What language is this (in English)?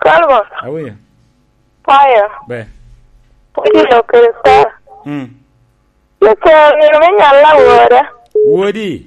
Lango (Uganda)